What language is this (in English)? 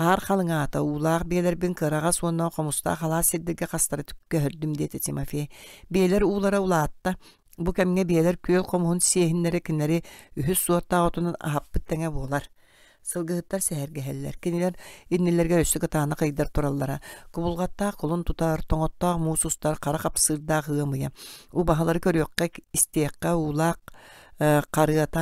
Yakut